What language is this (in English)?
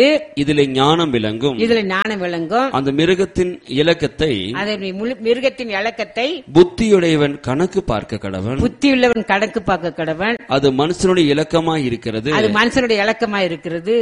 Tamil